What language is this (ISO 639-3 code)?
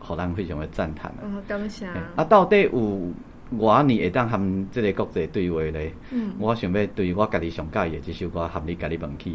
nan